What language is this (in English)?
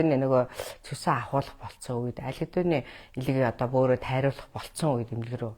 Mongolian